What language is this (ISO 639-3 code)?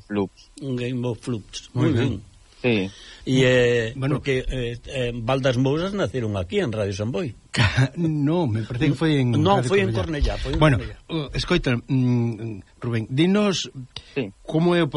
glg